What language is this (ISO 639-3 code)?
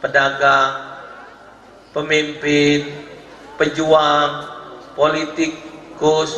mui